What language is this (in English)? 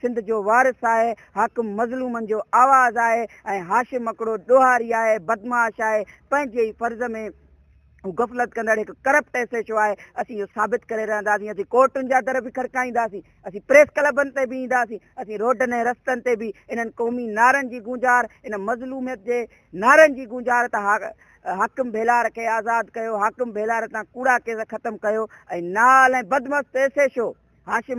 Sindhi